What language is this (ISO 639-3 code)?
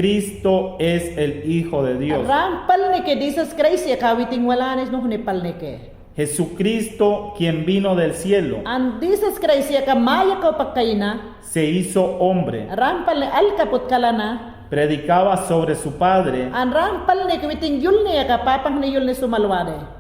yan